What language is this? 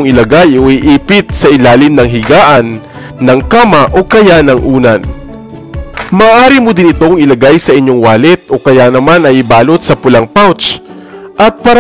Filipino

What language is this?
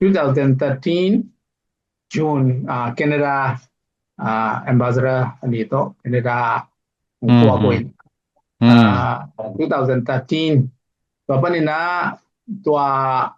Tedim Chin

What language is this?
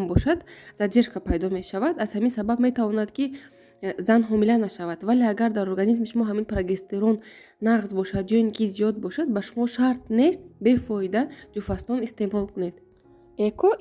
Tajik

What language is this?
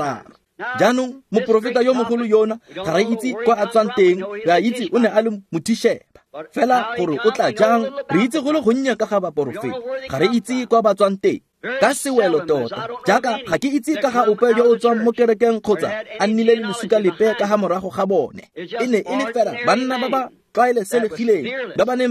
Tswana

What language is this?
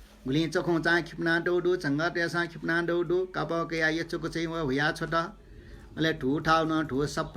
Newari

